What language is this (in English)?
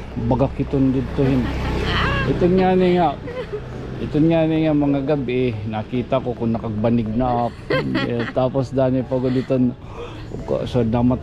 Waray